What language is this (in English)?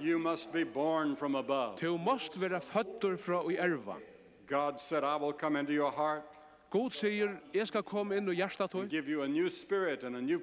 Faroese